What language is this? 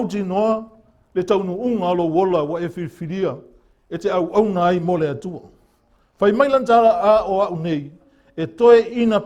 Samoan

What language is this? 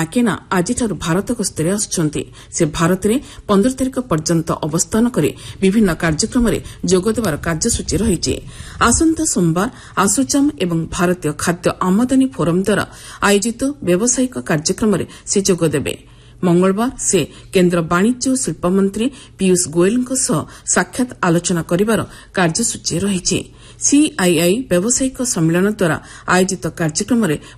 Odia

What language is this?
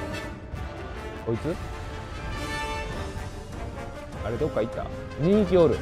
Japanese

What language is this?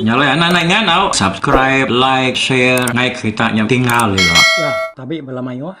Iban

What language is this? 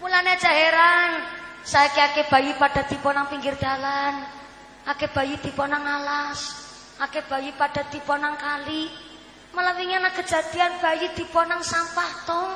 Javanese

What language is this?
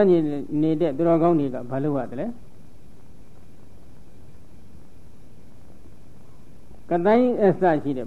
Burmese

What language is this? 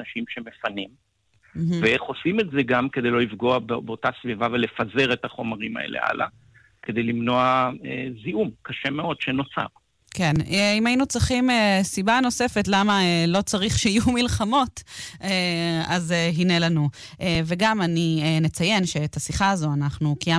Hebrew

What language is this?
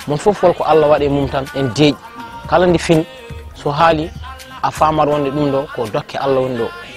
Fula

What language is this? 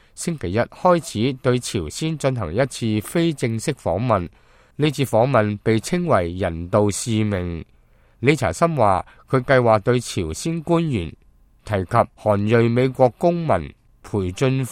Cantonese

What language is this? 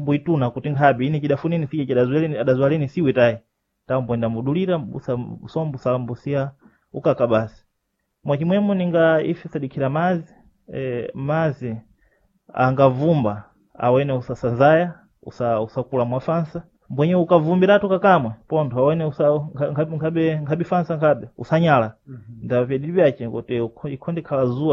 Sena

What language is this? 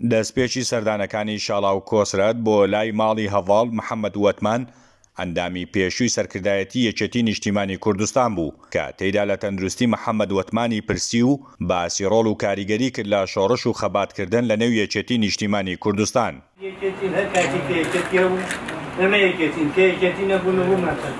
Central Kurdish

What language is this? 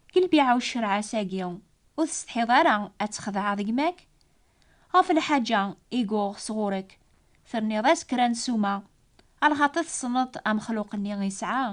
Kabyle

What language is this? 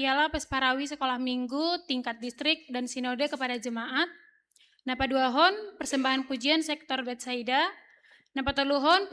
Batak Simalungun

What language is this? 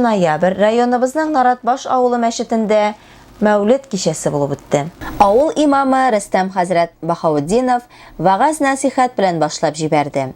Tatar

